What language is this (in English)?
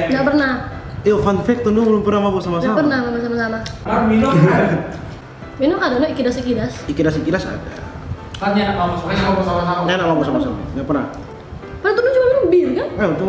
Manado Malay